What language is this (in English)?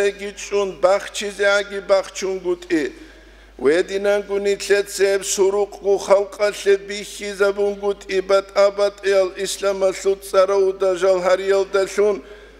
Avaric